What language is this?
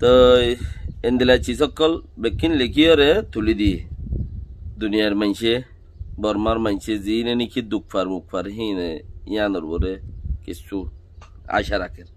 Rohingya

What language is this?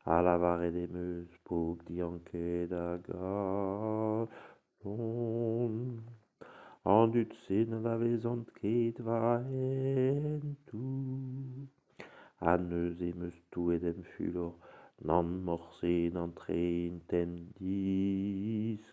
Breton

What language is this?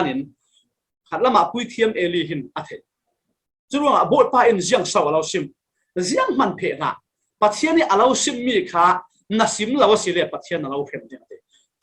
Falam Chin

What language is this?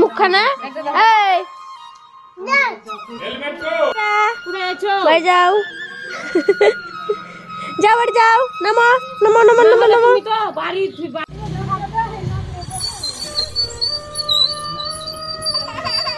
Bangla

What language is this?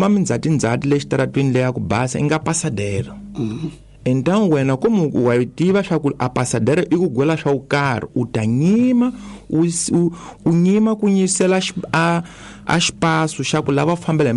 Tsonga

